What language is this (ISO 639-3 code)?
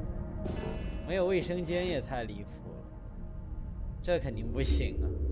zho